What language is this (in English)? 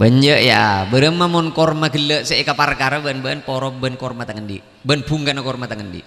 Madurese